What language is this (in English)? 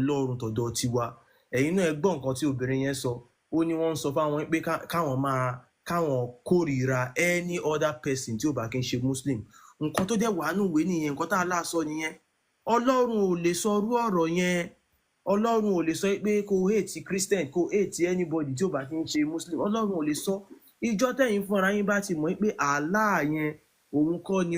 Yoruba